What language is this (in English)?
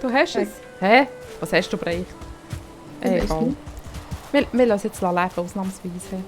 Swiss German